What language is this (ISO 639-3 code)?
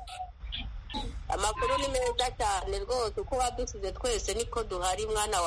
kin